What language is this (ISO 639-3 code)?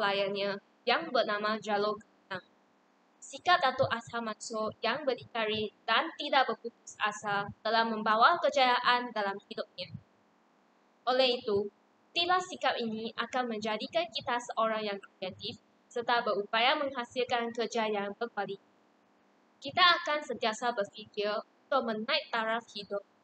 msa